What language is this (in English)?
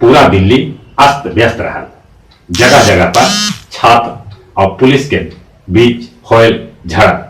Magahi